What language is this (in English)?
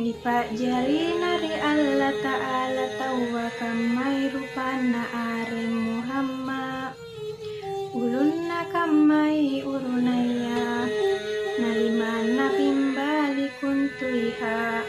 Makasar